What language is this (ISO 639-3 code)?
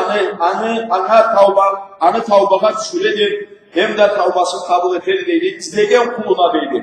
krc